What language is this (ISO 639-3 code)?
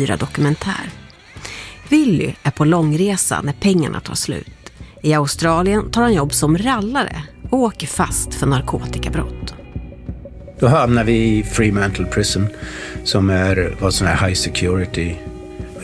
swe